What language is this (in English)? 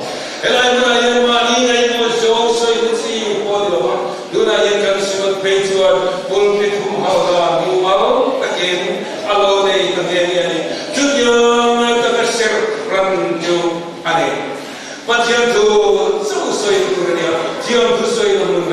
Mizo